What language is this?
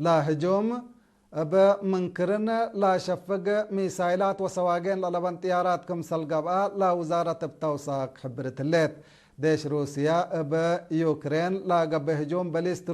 Tigre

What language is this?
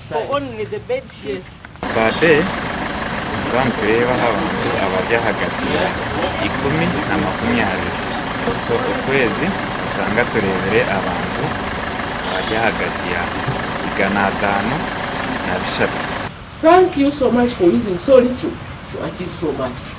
Nyankole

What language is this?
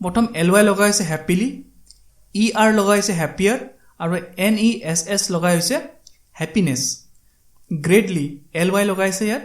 Assamese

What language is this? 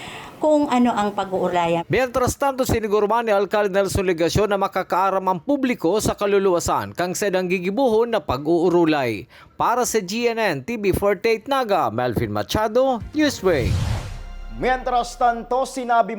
Bikol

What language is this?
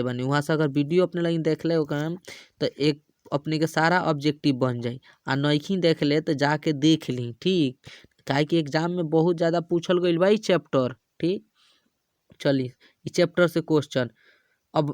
Bhojpuri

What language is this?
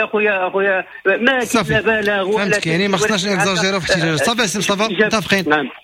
Moroccan Arabic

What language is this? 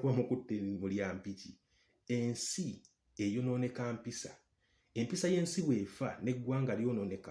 Ganda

